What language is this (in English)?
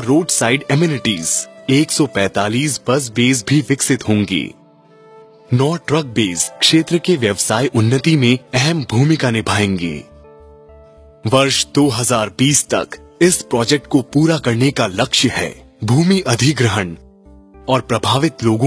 Hindi